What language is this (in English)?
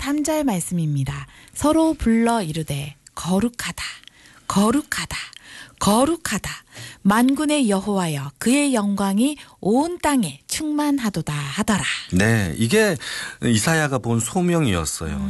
Korean